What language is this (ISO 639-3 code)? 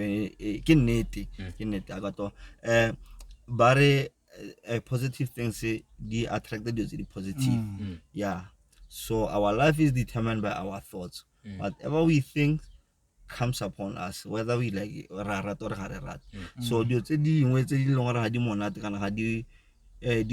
tsn